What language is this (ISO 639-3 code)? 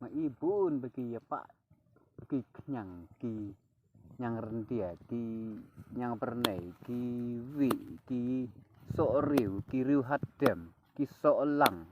kha